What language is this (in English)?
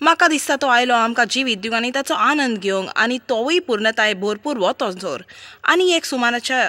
Konkani